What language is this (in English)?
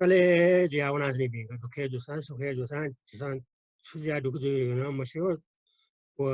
Newari